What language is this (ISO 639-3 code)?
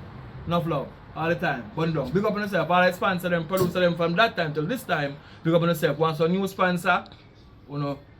jam